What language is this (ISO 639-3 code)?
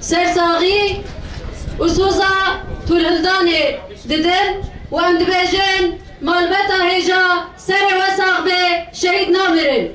kur